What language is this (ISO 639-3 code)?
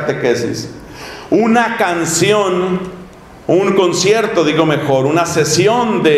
spa